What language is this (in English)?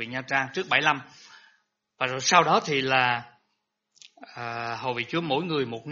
Vietnamese